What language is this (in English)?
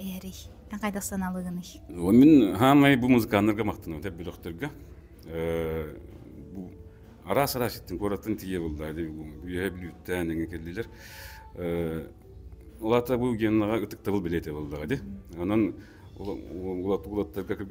Yakut